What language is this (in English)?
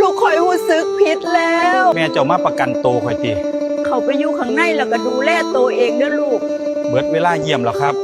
Northeastern Thai